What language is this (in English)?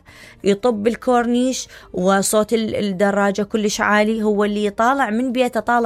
Mesopotamian Arabic